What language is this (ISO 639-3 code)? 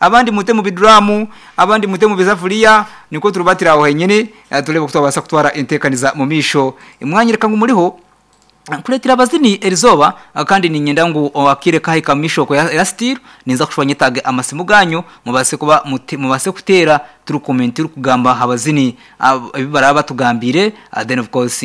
nyn